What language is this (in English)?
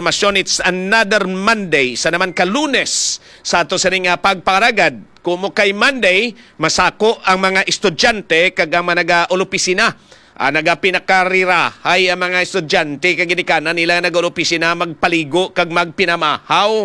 Hiligaynon